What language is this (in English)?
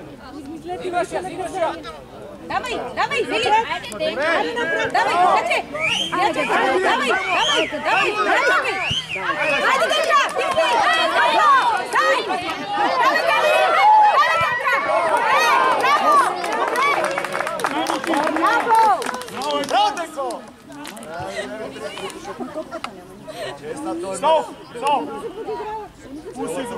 Bulgarian